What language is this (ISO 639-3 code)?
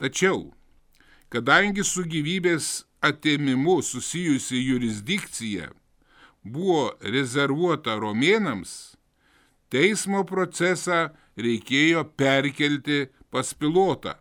lit